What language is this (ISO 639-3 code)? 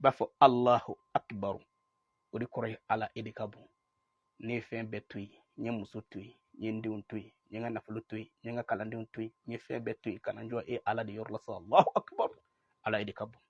bam